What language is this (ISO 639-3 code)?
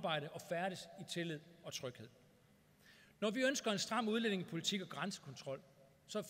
dan